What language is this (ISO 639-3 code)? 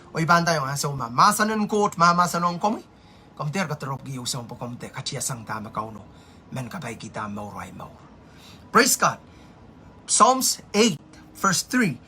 pon